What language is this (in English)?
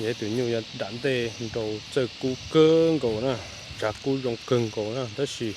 Hmong